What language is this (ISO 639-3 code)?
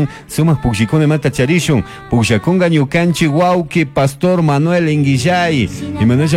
qug